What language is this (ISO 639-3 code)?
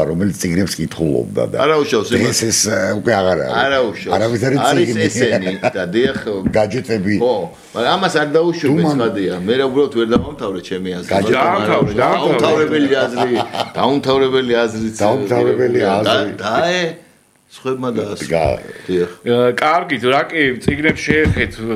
kat